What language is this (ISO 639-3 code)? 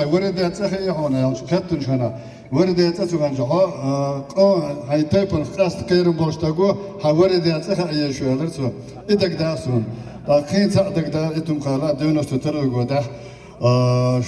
che